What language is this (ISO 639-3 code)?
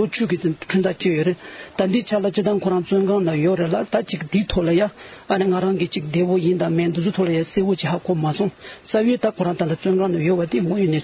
bod